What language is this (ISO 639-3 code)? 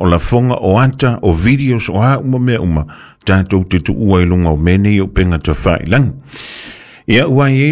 smo